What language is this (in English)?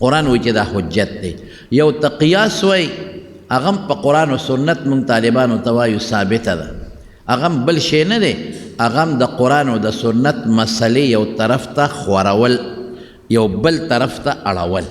Pashto